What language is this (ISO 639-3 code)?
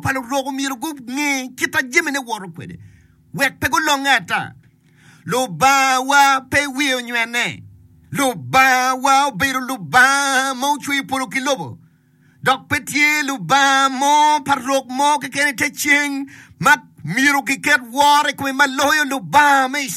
ach